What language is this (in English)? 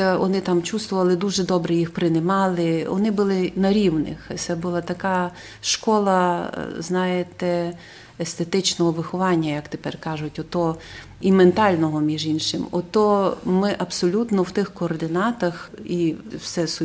Rusyn